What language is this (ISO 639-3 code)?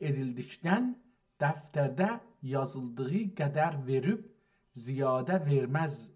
azb